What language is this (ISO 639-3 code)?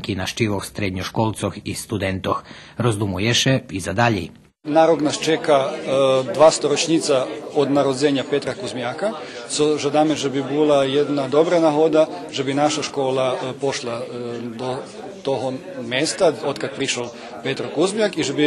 rue